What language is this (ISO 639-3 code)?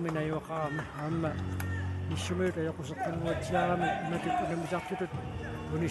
kal